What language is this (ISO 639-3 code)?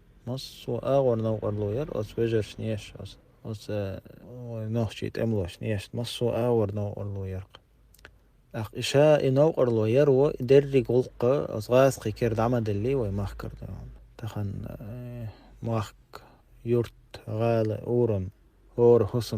che